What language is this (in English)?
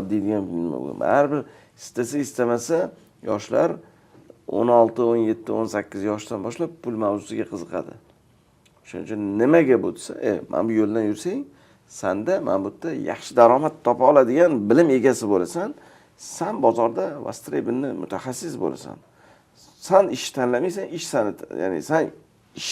Uzbek